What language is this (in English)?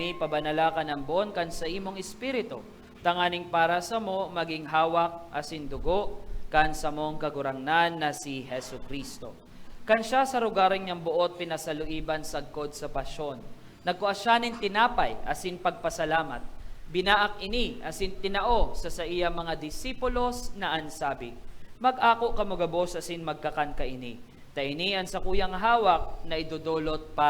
Bikol